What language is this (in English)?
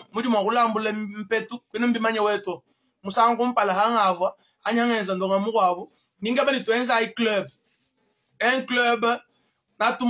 Luba-Lulua